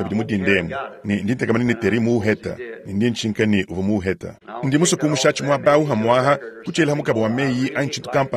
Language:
Luba-Lulua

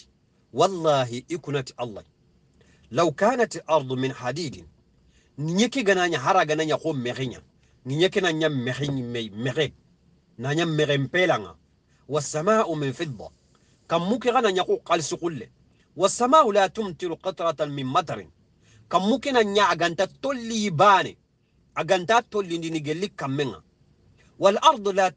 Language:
Soninke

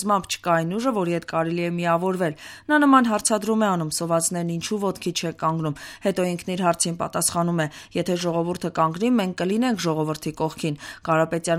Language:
Armenian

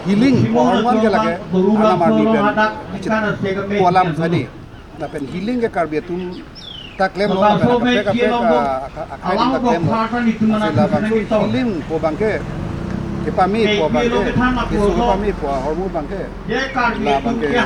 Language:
Karbi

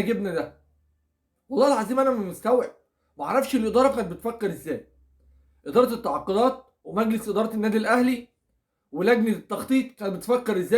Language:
Egyptian Arabic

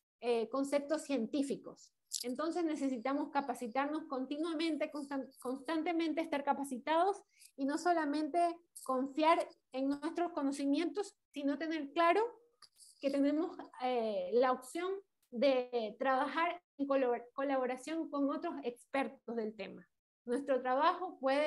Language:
Spanish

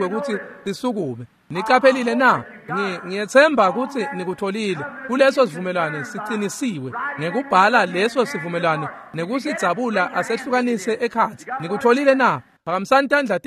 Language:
Swati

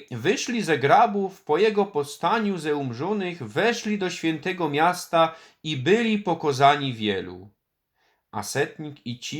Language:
Silesian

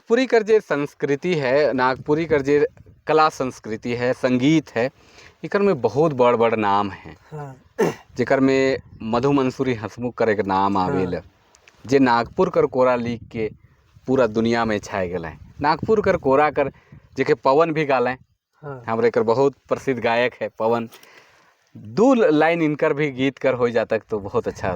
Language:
Sadri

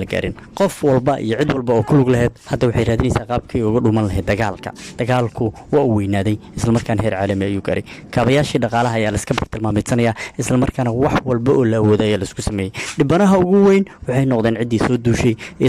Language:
Somali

